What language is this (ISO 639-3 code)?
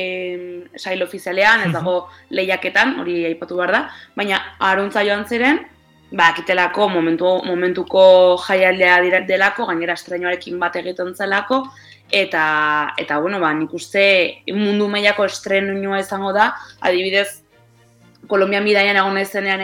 eus